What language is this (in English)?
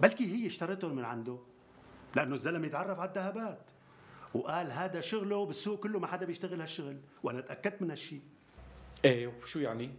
North Levantine Arabic